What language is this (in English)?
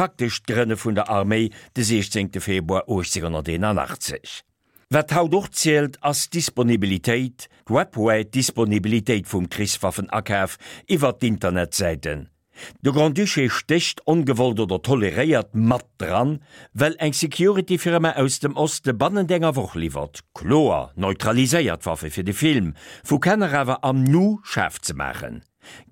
Luxembourgish